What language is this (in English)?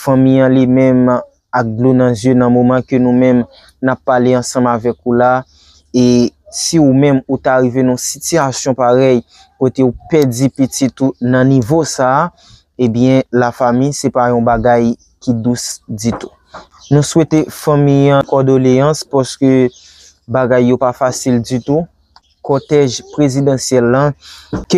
Haitian Creole